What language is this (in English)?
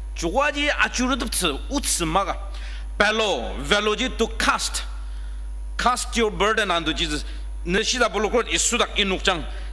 Ao Naga